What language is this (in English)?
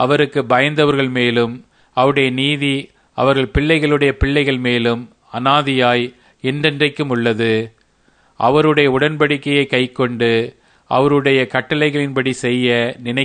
Tamil